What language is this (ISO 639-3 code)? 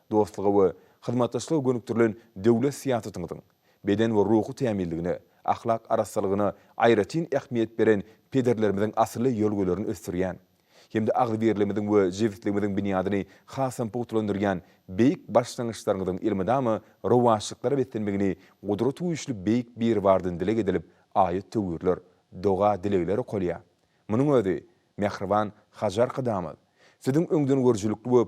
tuk